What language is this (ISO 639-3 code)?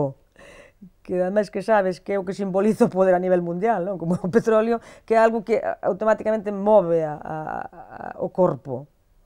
glg